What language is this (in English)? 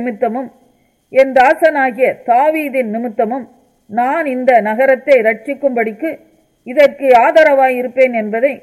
Tamil